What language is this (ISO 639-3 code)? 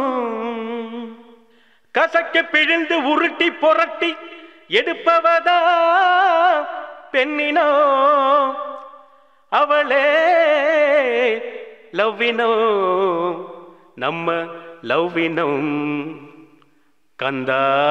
tam